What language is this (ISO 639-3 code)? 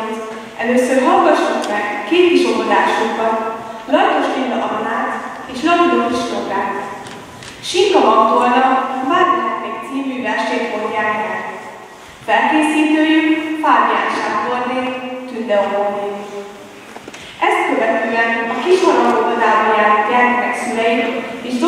hun